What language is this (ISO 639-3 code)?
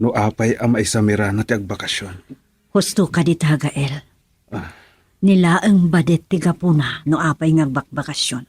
ilo